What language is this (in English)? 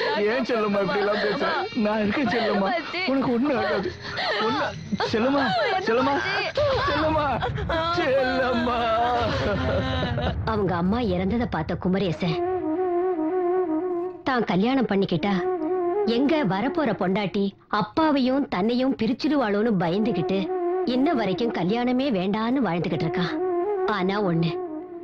Tamil